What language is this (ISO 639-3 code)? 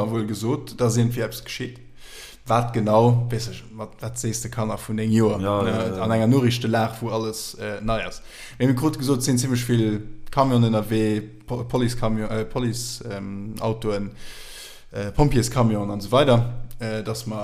ltz